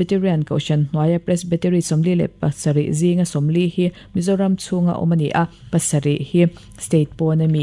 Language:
Mizo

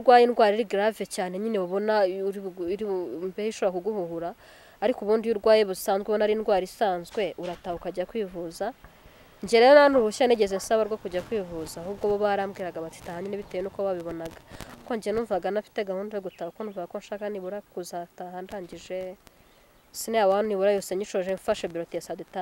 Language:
Kinyarwanda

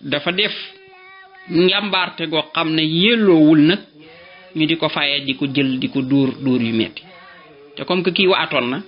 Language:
Wolof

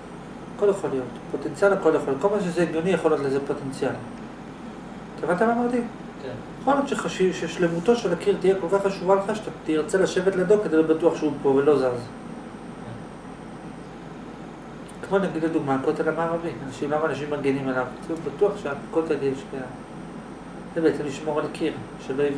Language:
Hebrew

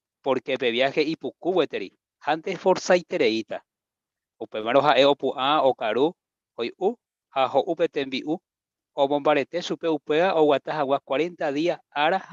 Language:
Guarani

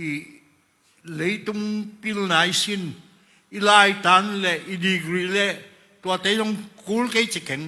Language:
Tedim Chin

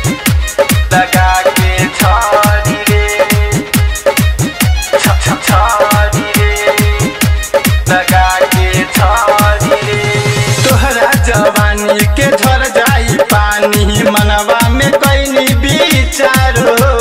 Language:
Bhojpuri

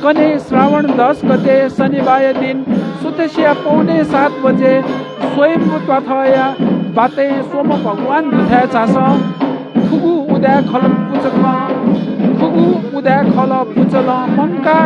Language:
Newari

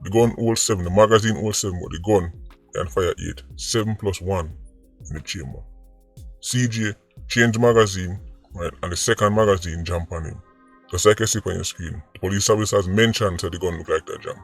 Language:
Jamaican Creole English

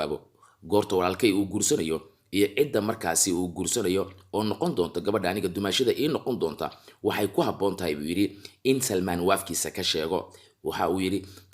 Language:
Somali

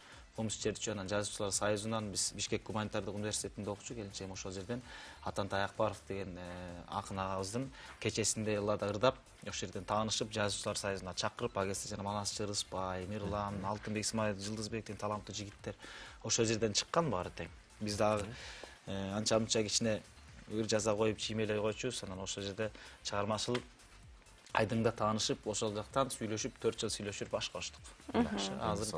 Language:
Kyrgyz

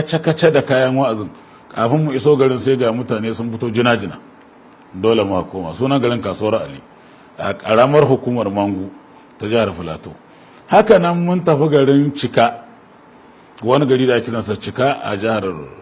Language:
Hausa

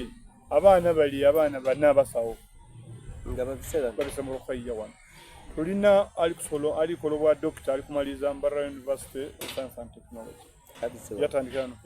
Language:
Soga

